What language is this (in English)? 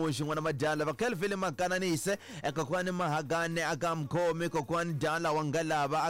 Tsonga